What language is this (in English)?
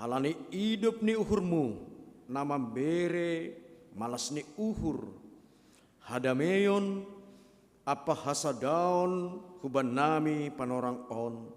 Batak Simalungun